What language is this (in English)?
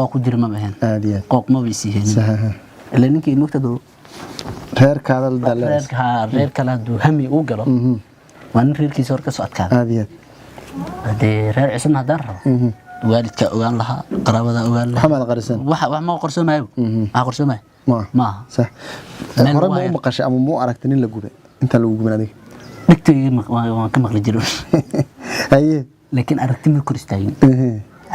Somali